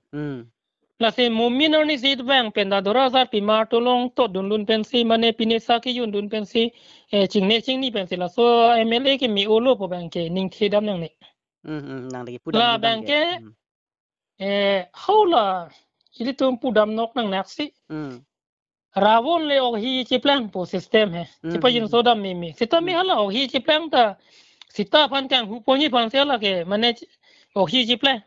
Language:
Karbi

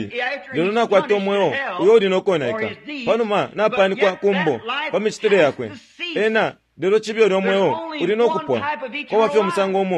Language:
Bemba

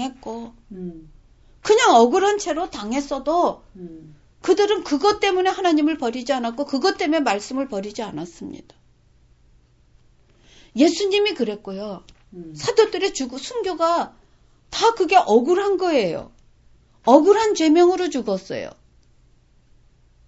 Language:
Korean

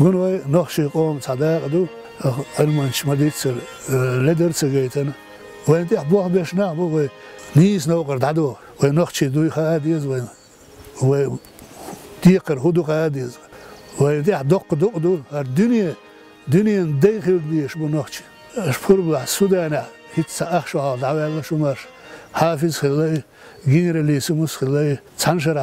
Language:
Chechen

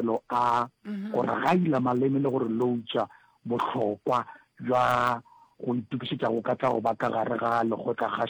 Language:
Northern Sotho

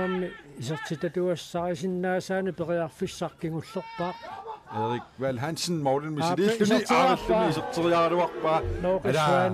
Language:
Kalaallisut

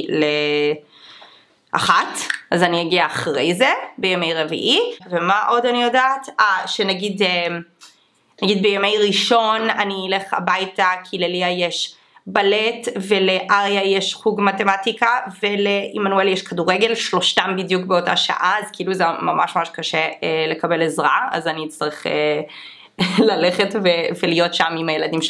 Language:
Hebrew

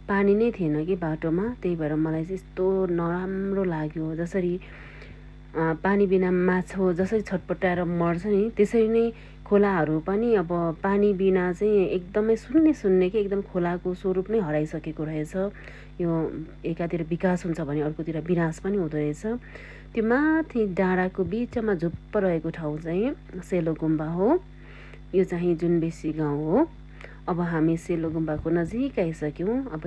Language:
Nepali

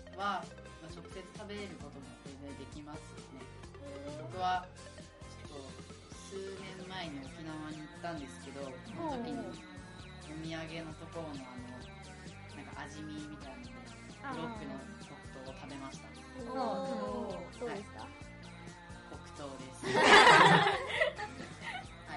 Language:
Japanese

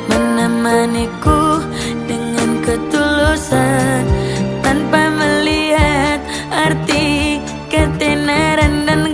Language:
Banjar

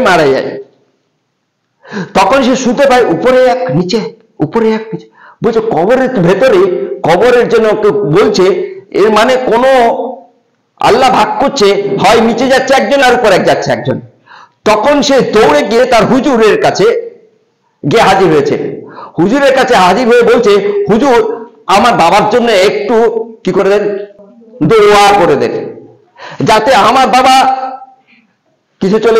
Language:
Bangla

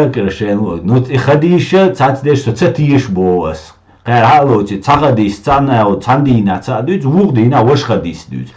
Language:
Chechen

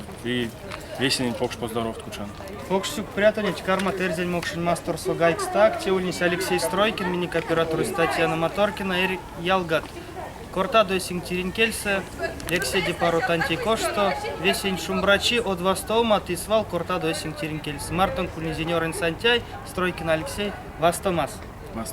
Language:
Erzya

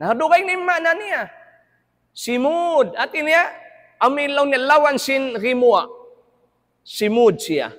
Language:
Tausug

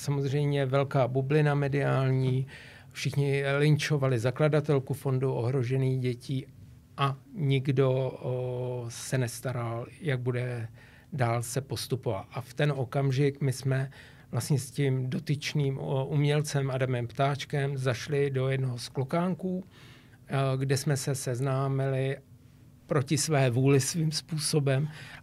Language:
Czech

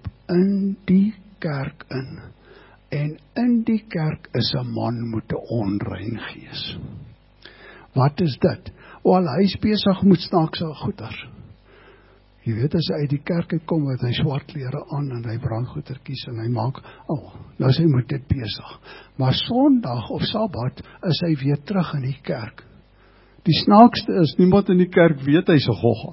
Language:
Afrikaans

